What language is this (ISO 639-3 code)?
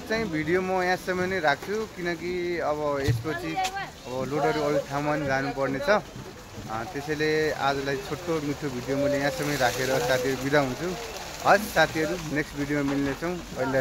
nep